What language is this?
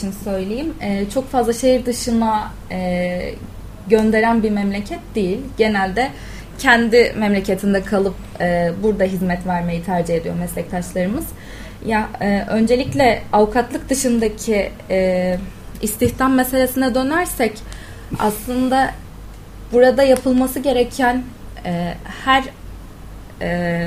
Turkish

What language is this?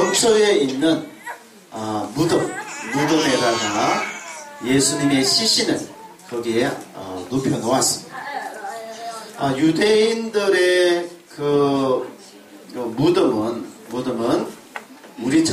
Korean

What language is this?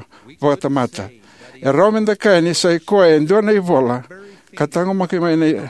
Fijian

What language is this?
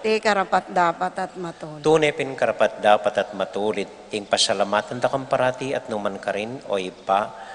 Pampanga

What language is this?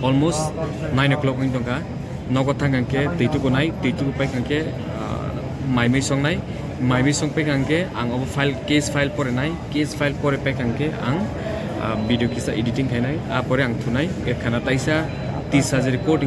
Kok Borok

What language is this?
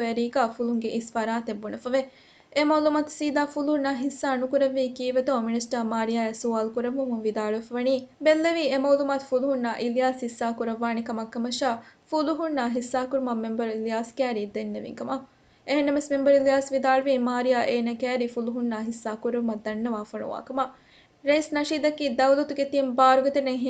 Divehi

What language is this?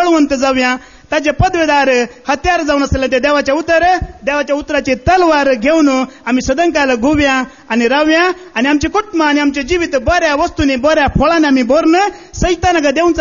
Konkani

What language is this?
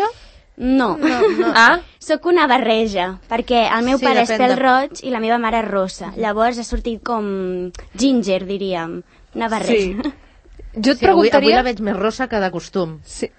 Catalan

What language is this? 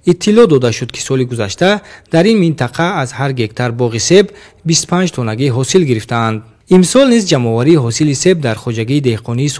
Tajik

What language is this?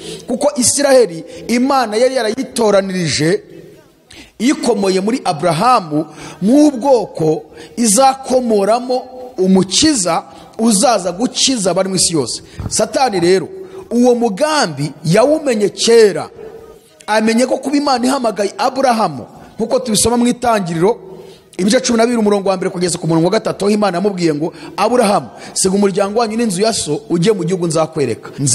Kinyarwanda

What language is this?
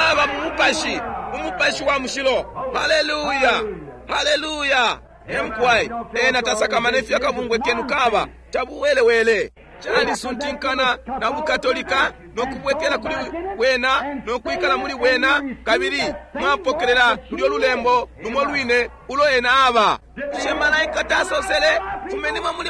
Bemba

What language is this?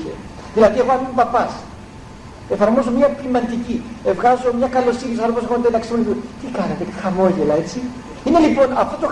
Greek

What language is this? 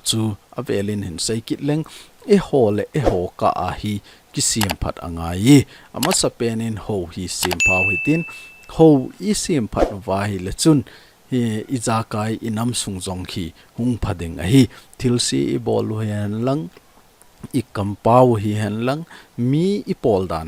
Thado Chin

